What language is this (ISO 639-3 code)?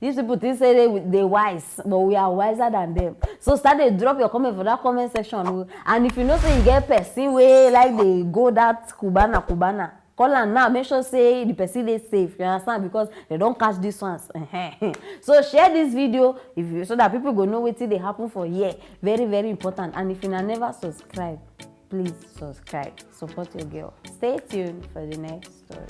pcm